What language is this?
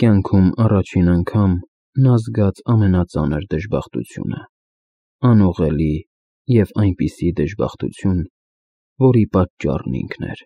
Armenian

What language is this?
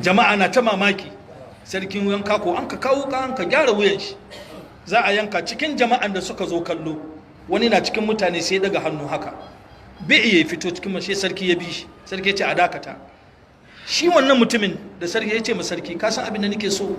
Hausa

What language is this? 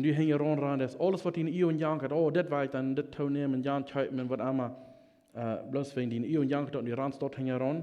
Plautdietsch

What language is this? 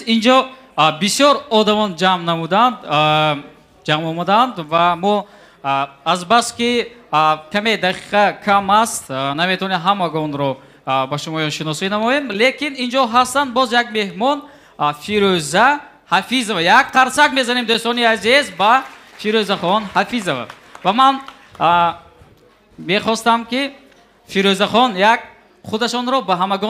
Tajik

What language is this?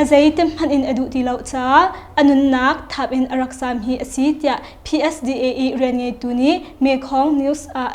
Hakha Chin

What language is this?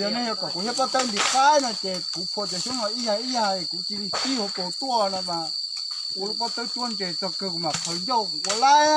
Hmong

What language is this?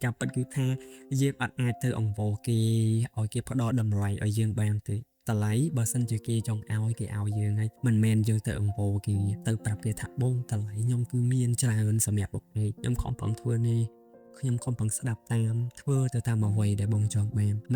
Khmer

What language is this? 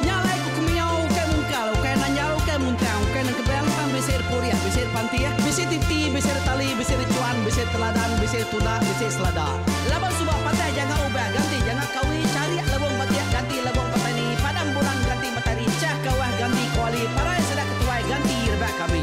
Iban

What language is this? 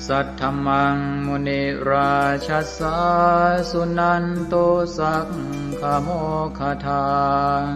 Pali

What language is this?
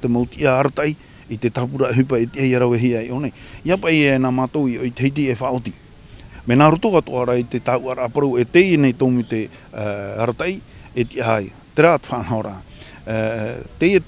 Tahitian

